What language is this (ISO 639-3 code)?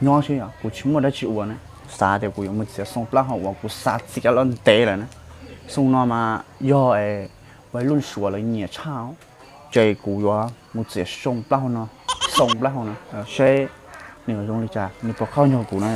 hmn